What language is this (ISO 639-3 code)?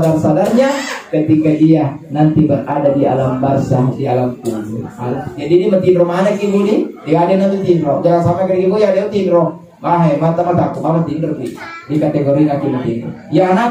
bug